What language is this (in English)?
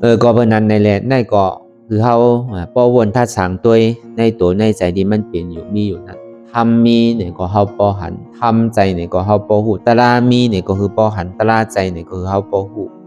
Shan